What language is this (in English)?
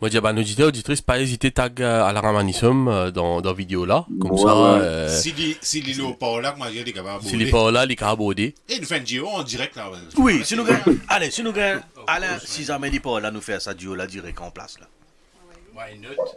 Morisyen